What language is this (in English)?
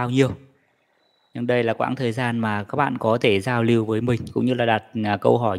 Vietnamese